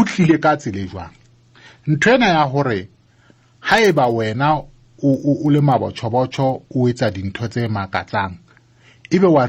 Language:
Southern Sotho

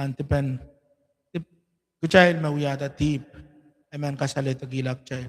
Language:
Pohnpeian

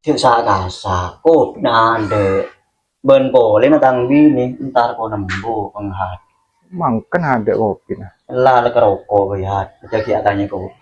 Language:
Madurese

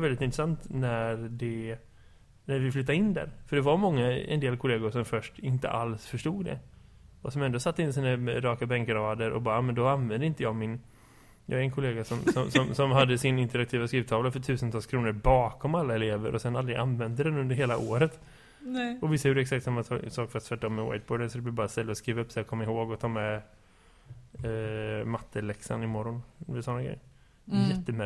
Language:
Swedish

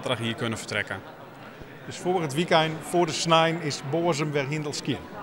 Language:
Western Frisian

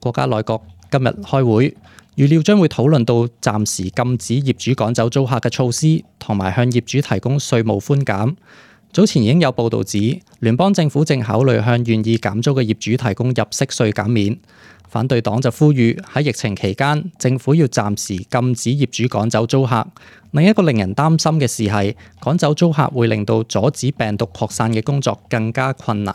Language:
Cantonese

